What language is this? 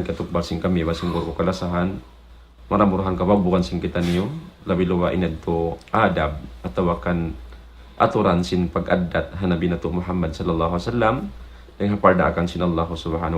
Tausug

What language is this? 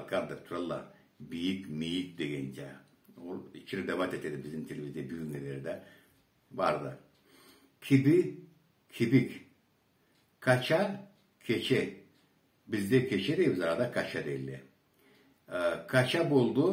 Karachay-Balkar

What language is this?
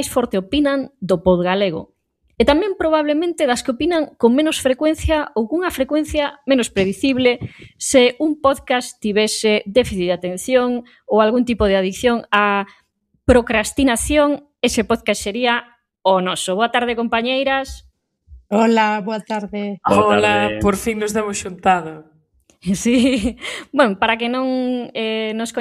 Galician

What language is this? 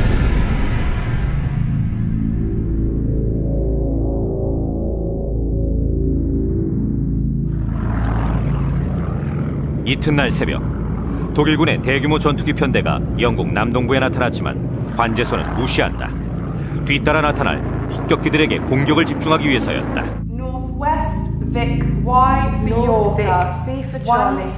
Korean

